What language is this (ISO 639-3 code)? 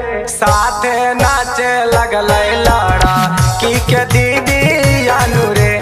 bho